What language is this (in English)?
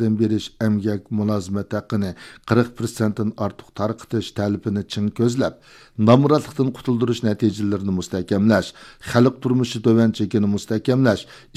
Uyghur